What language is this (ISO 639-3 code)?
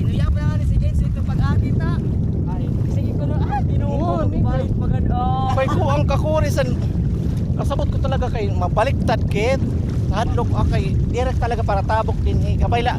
war